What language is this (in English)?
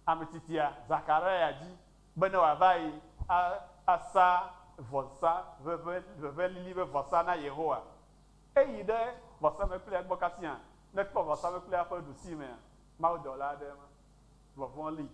Ewe